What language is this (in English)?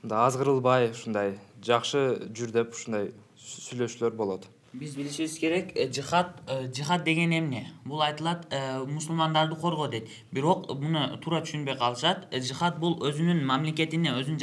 Kyrgyz